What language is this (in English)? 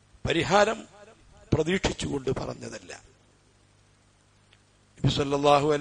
Malayalam